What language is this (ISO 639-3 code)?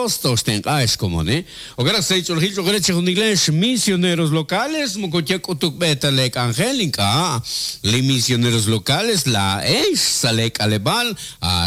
kek